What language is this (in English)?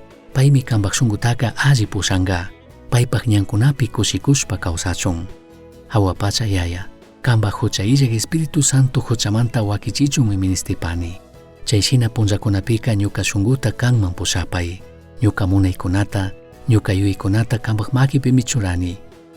Chimborazo Highland Quichua